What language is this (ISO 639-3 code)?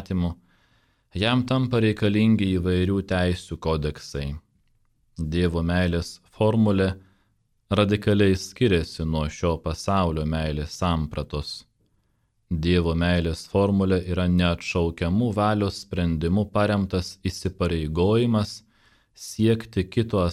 lit